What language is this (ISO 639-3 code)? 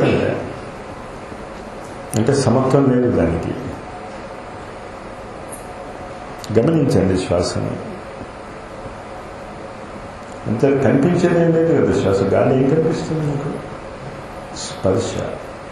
tel